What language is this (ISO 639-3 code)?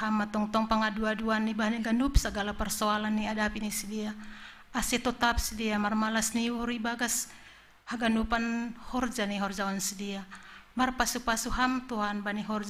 bts